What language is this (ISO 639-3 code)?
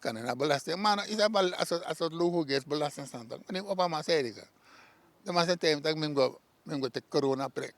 srn